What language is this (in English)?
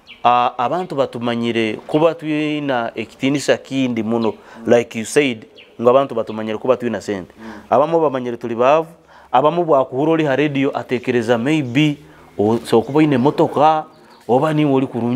Nyoro